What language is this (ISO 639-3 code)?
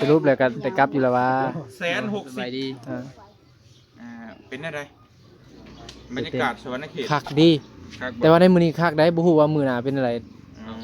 tts